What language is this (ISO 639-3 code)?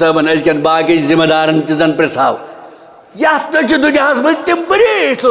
kas